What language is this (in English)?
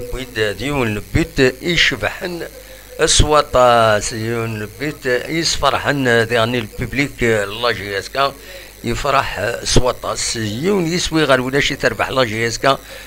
Kabyle